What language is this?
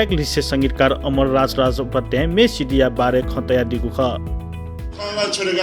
Newari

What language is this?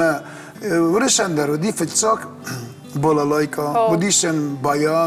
Ossetic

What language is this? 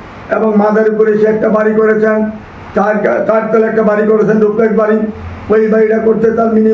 Bangla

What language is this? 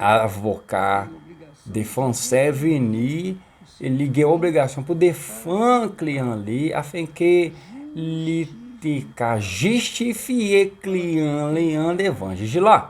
Haitian Creole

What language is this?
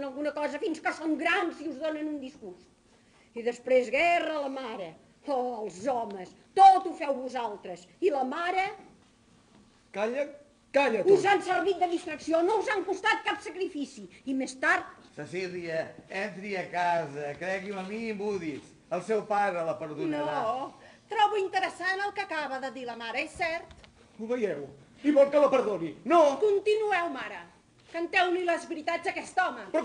Catalan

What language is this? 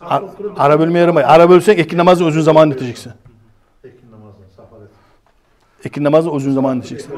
Kumyk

